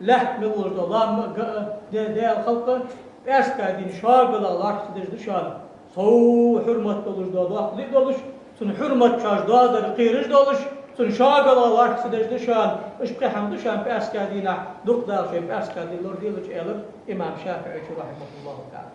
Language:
Ingush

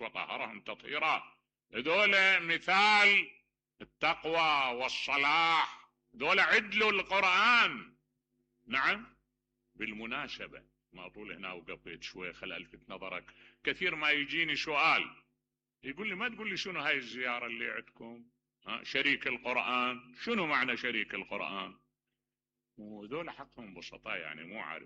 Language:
Mesopotamian Arabic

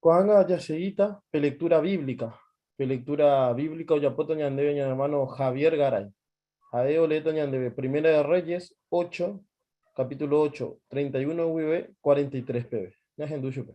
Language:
Guarani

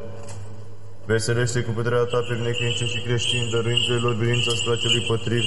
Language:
Romanian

